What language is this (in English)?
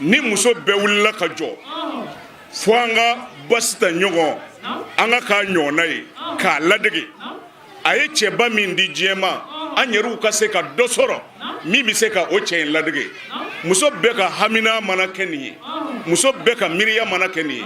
Bambara